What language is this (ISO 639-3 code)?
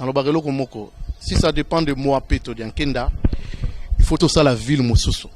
lin